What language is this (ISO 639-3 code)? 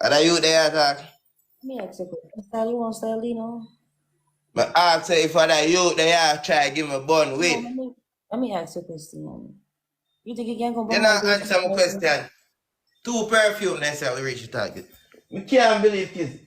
jam